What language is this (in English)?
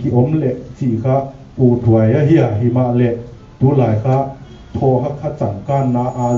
Paite Chin